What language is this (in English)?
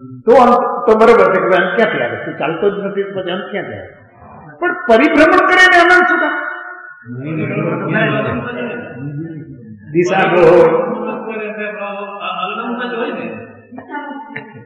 Gujarati